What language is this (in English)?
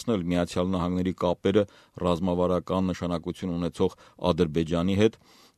Armenian